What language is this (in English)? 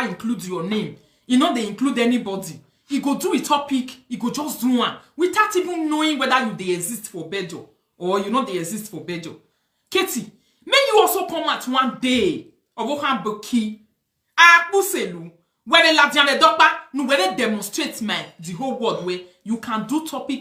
Nigerian Pidgin